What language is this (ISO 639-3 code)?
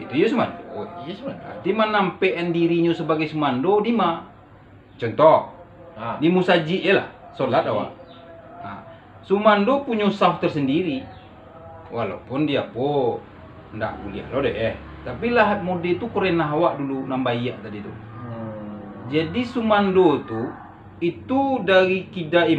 min